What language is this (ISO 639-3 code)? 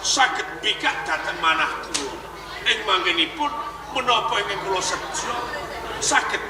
jav